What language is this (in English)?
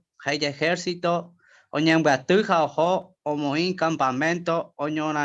Guarani